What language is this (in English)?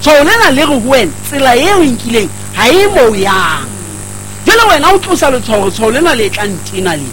Southern Sotho